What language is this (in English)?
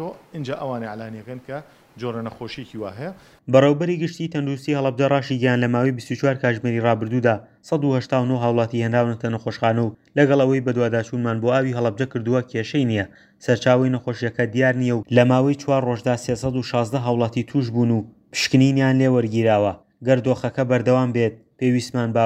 Central Kurdish